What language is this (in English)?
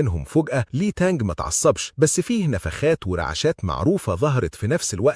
Egyptian Arabic